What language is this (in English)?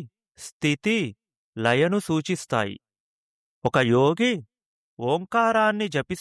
Telugu